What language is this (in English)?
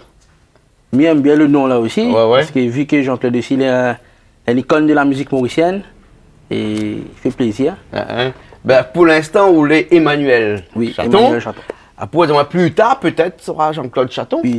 Réunion Creole French